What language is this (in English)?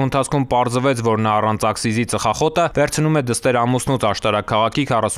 Armenian